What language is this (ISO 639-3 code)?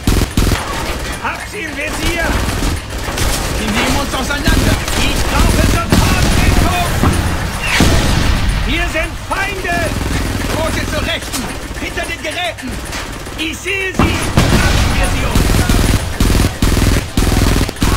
deu